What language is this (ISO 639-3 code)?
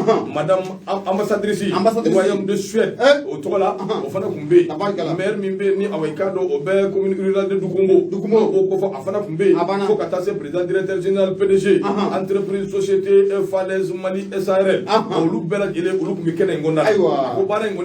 bam